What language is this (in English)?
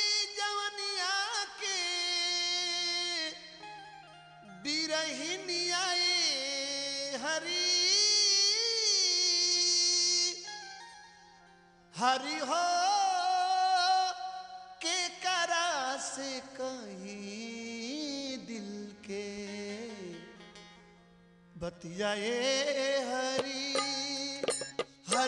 Bhojpuri